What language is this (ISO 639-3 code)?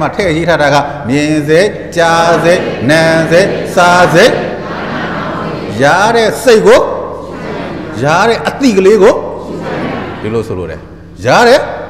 mya